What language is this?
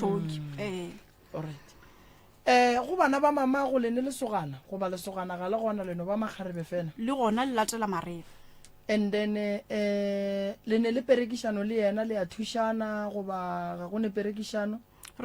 Northern Sotho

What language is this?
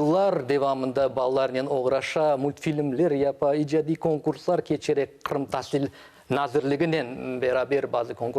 Crimean Tatar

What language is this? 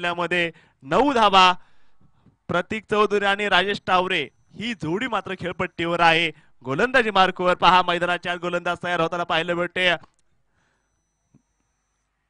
Marathi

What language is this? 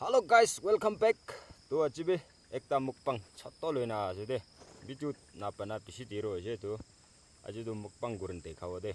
Naga Pidgin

